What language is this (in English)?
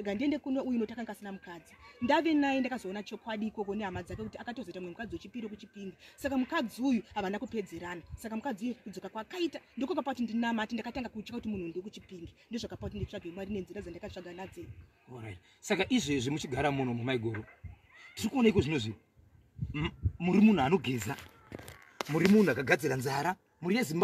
Shona